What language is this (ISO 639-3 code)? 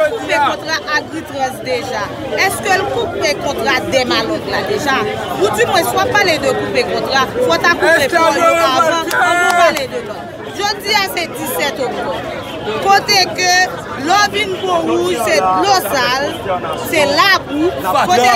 hat